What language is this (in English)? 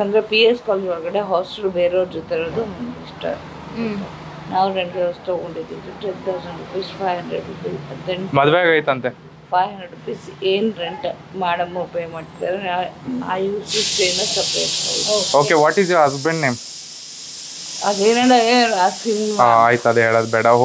Kannada